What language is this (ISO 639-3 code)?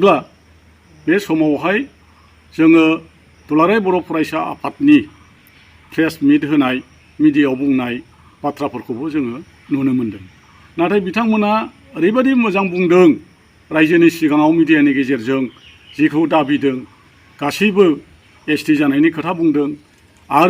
brx